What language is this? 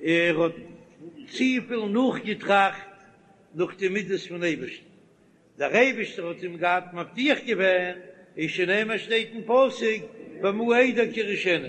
Yiddish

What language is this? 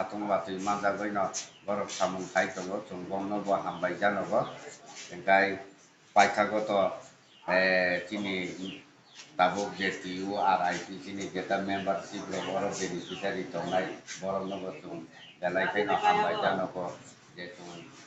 Kok Borok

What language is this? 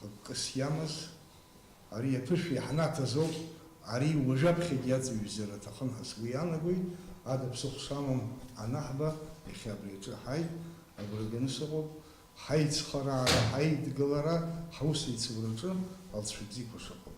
Abkhazian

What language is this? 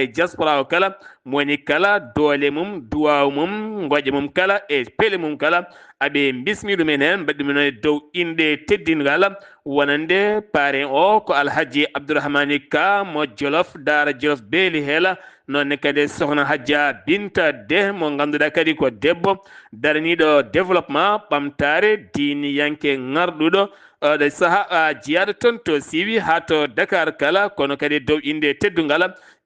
Fula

